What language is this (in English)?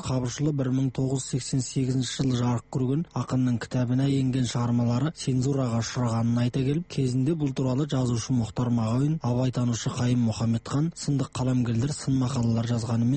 Kazakh